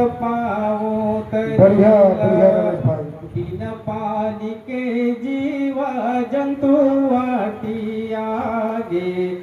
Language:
Chhattisgarhi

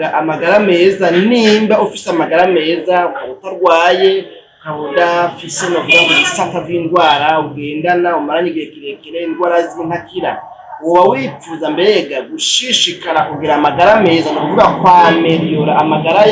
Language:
Rundi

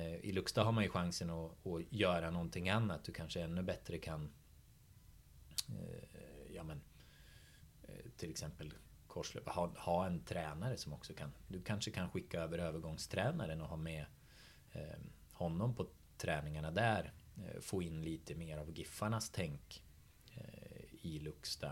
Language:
Swedish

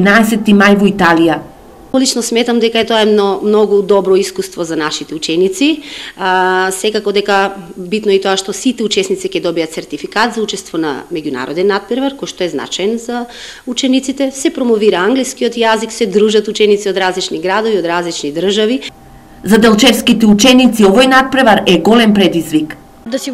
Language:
Macedonian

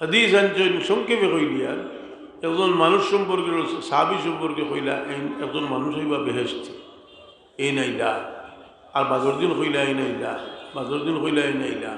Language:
Sylheti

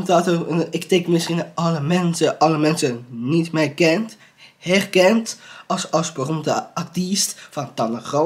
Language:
Dutch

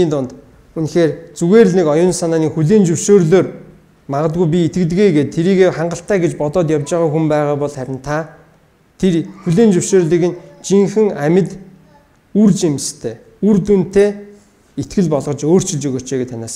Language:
Mongolian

